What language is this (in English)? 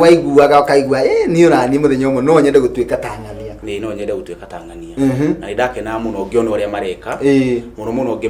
Kikuyu